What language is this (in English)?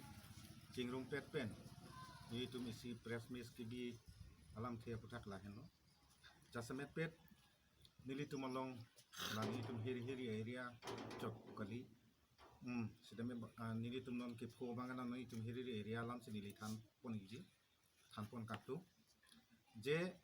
Karbi